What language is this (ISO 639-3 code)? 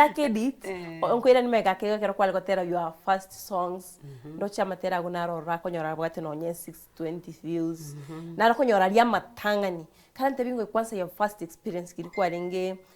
guz